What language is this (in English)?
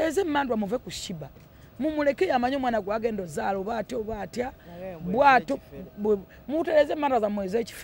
Ganda